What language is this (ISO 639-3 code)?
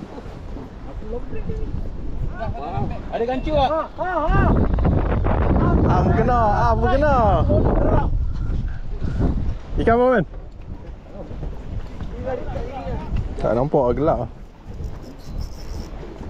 msa